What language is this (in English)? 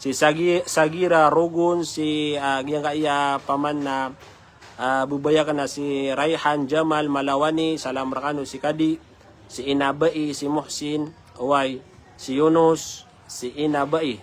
Maranao